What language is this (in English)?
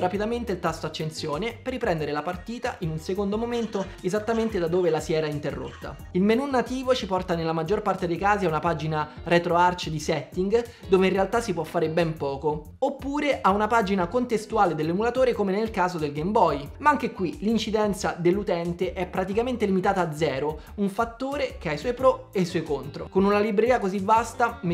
Italian